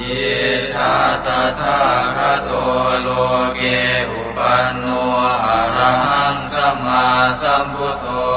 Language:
Pali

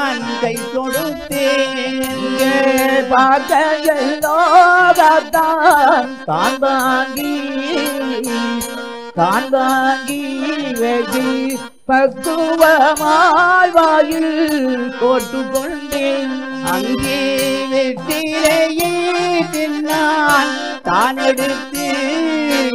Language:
Tamil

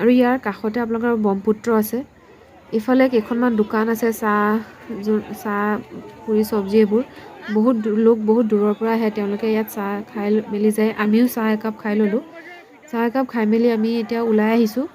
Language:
Assamese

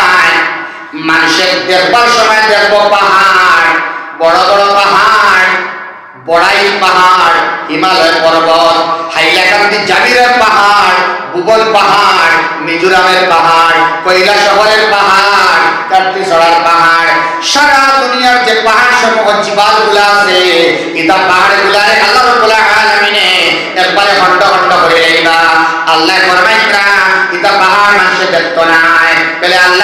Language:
Sylheti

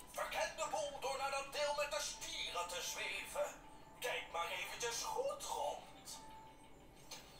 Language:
Dutch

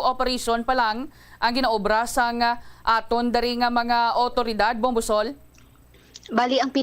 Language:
Hiligaynon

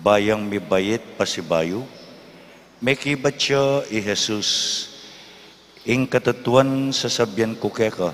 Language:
Pampanga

